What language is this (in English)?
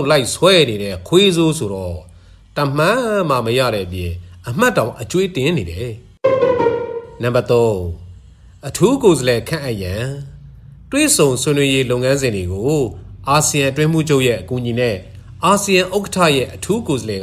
Burmese